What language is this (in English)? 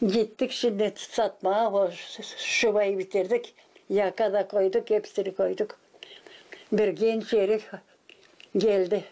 Gagauz